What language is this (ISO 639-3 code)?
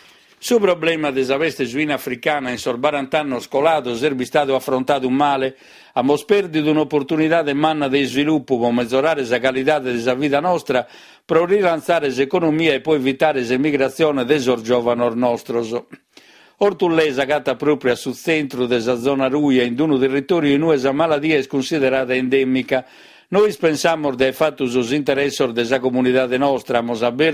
srd